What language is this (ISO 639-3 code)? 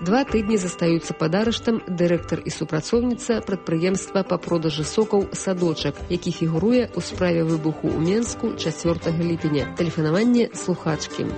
bel